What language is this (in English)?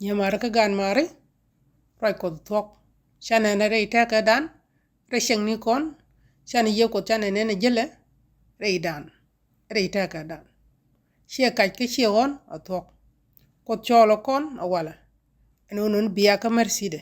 Nuer